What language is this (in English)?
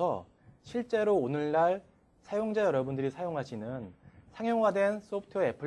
Korean